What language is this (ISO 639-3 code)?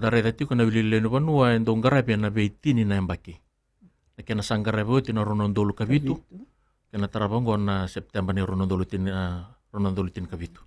fij